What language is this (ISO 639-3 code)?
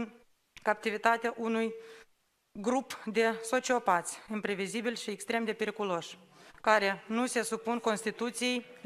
ron